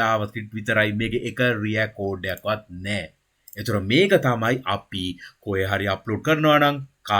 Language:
Sinhala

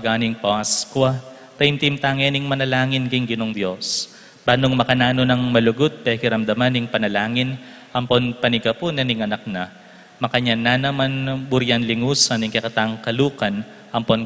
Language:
Pampanga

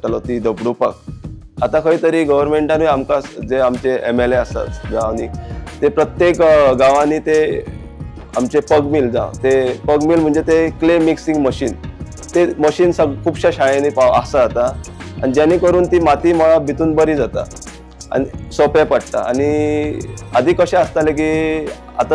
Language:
Konkani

